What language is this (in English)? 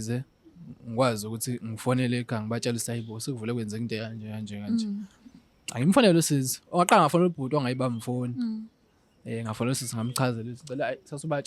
Zulu